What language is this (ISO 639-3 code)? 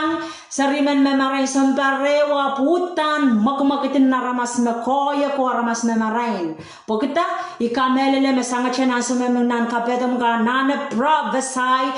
pon